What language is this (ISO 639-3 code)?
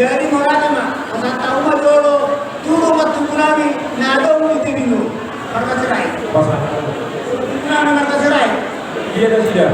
bbc